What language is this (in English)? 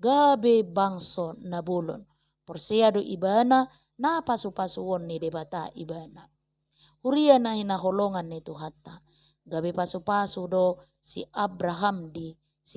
Batak Toba